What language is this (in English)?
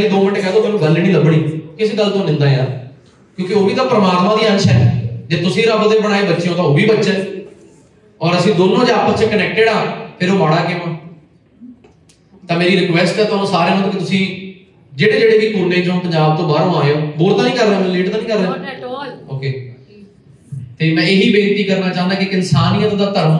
Punjabi